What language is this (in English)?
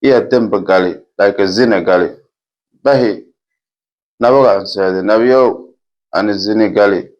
Somali